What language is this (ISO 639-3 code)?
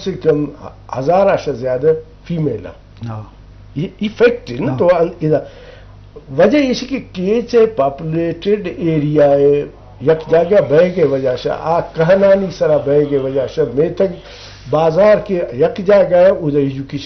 bgp